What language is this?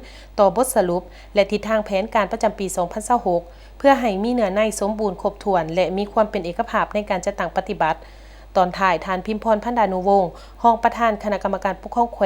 Lao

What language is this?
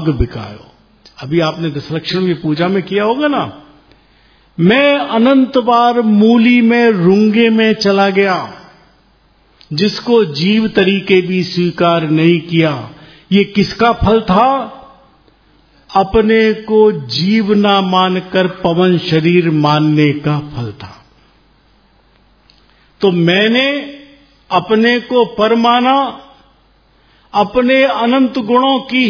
Hindi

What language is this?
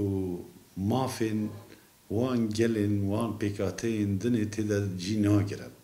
Kurdish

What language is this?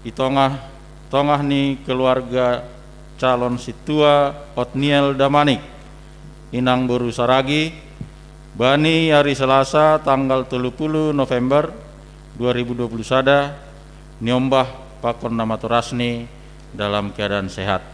Batak Simalungun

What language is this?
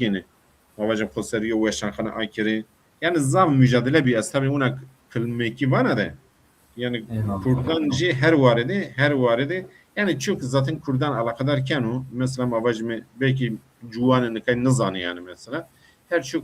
Zaza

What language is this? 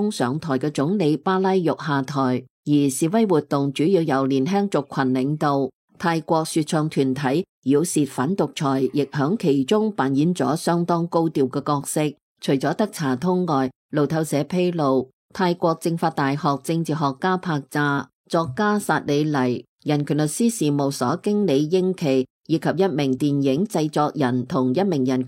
Cantonese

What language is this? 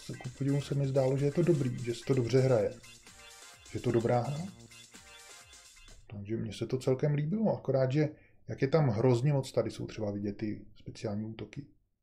Czech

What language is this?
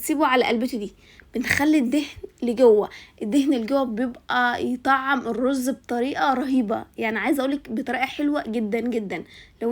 Egyptian Arabic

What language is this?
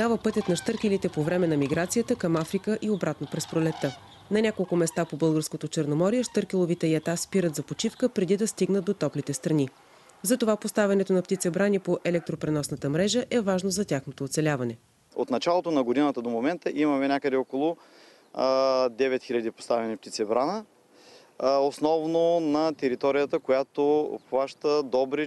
Bulgarian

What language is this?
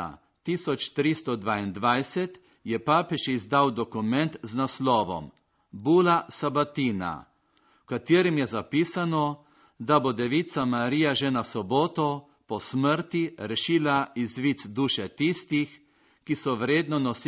Slovenian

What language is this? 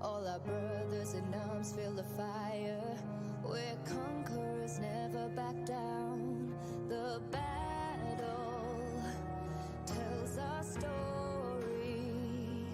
Kara-Kalpak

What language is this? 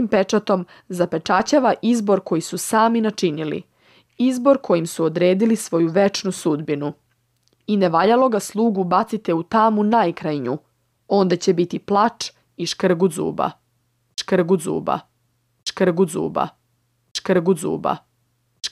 Serbian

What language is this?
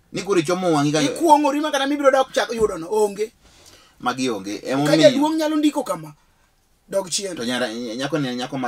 Luo (Kenya and Tanzania)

